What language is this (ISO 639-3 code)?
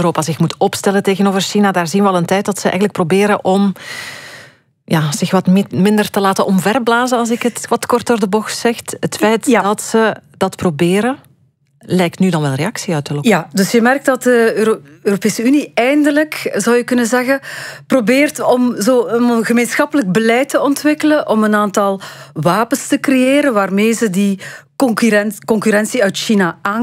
nld